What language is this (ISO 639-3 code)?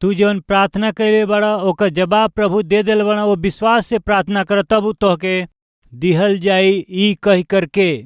bho